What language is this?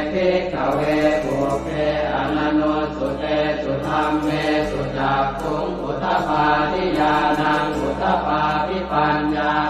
Pali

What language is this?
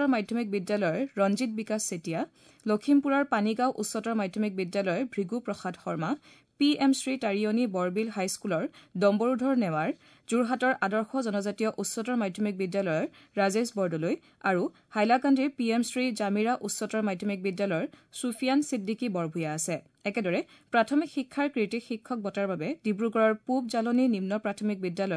Assamese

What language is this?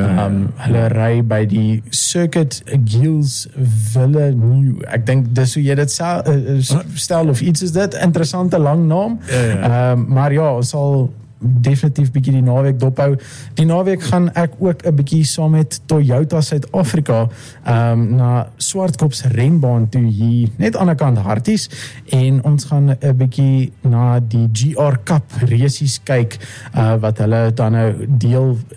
Afrikaans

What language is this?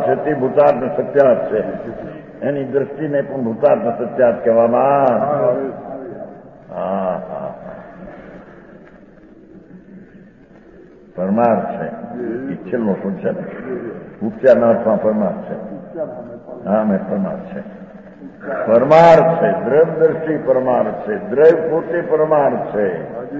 Gujarati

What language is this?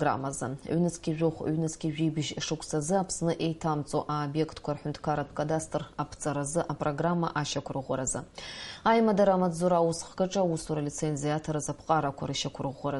Abkhazian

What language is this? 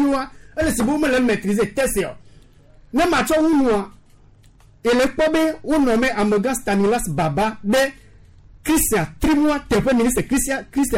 Gen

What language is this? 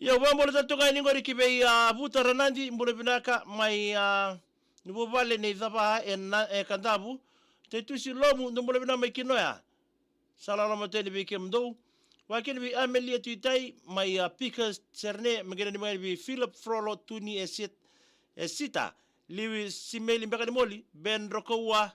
Fijian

